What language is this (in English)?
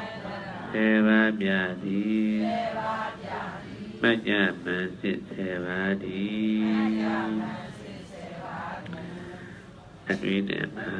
Burmese